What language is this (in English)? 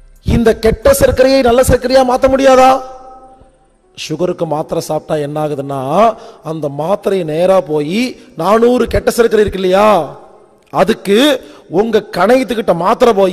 Tamil